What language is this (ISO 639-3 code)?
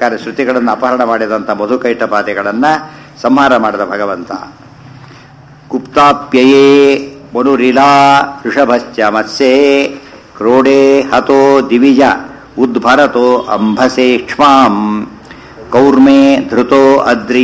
kan